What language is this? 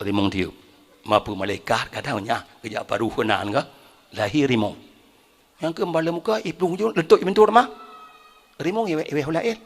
Achinese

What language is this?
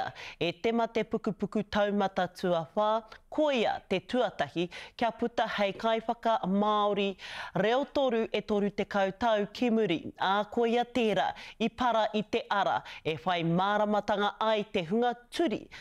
Māori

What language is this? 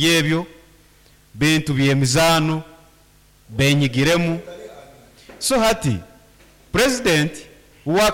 Nyankole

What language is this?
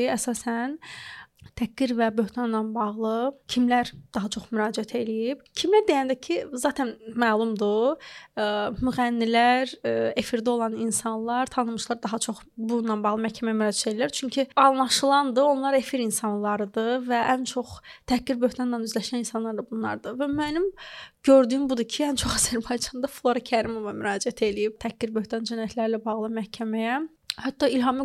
Azerbaijani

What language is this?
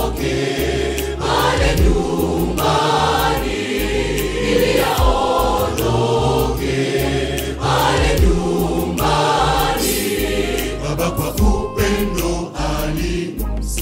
Swahili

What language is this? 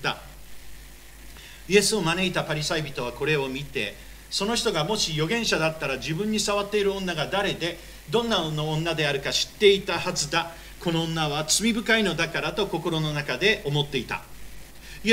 Japanese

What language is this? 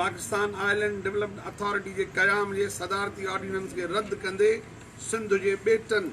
Sindhi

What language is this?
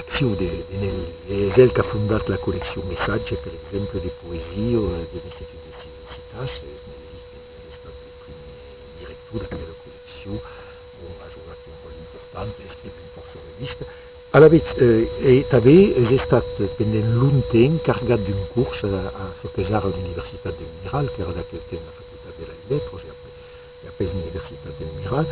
Occitan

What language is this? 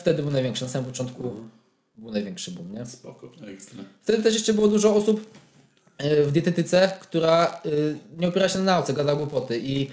Polish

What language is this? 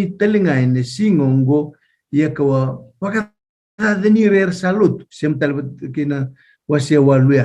Fijian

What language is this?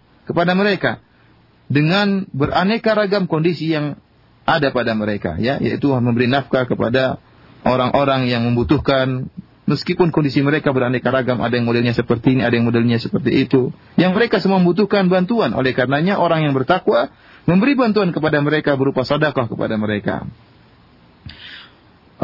Indonesian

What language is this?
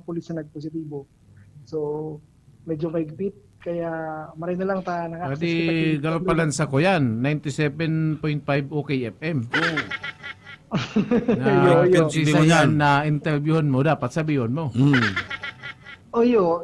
Bikol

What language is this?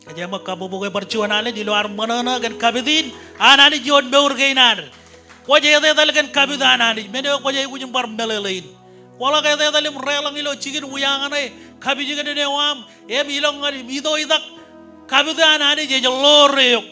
Marshallese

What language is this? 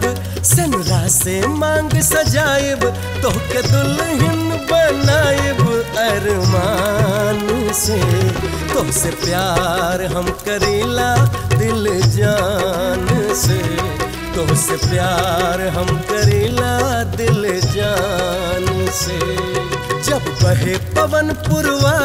Bhojpuri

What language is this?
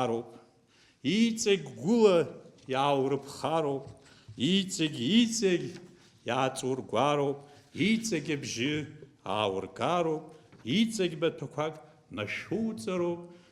Abkhazian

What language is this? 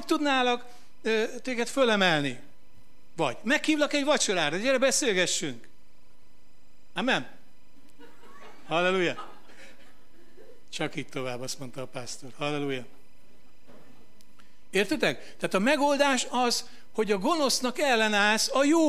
Hungarian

